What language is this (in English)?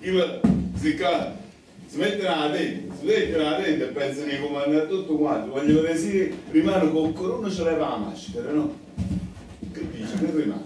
Neapolitan